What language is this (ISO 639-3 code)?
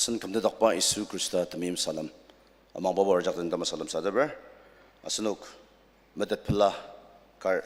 njo